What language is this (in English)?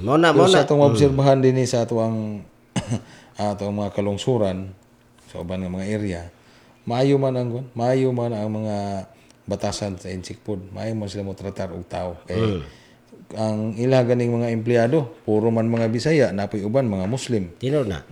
Cebuano